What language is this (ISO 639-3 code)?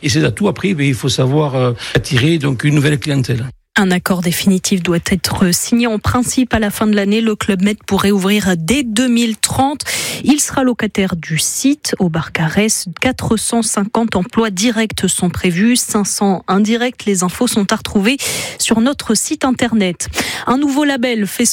fra